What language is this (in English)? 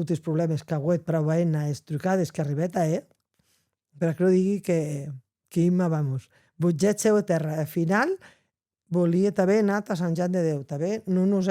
Occitan